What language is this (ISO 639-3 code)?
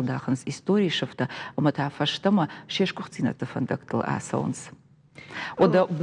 oss